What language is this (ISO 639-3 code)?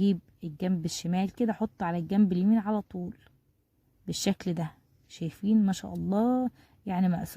arz